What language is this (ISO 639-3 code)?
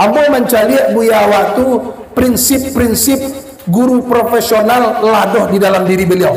min